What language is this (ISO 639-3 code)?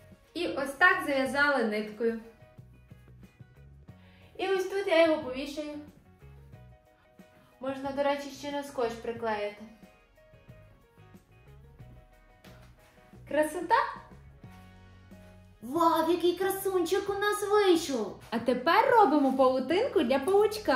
ukr